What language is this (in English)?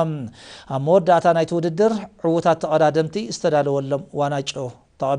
Tigrinya